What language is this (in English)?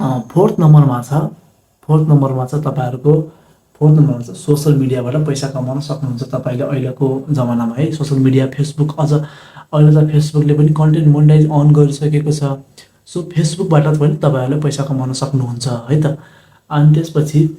Nepali